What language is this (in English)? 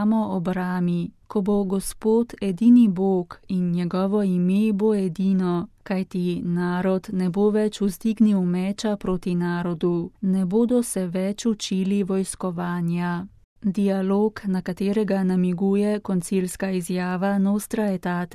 Slovenian